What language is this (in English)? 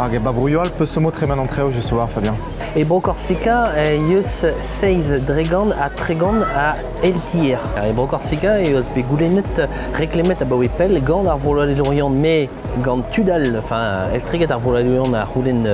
Breton